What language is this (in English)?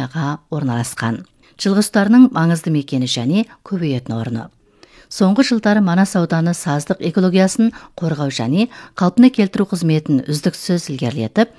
Kazakh